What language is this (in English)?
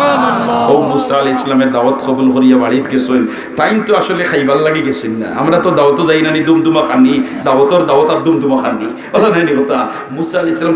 Sylheti